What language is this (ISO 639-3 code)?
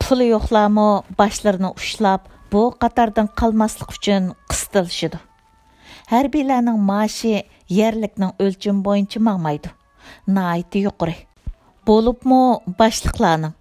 uig